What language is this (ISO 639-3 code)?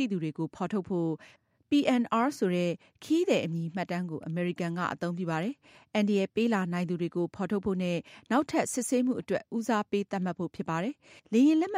mya